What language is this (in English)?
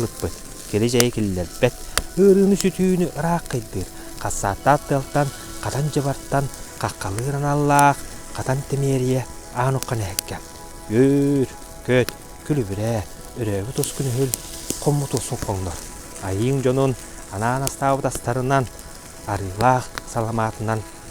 Yakut